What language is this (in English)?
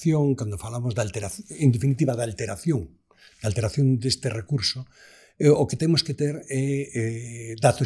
Galician